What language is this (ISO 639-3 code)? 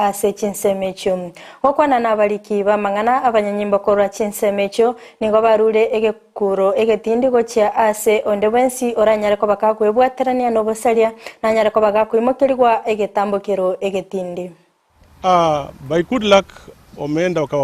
guz